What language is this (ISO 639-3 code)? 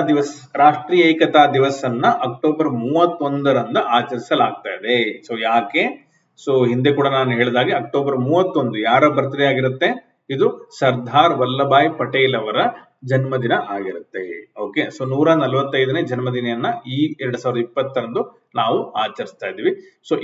kan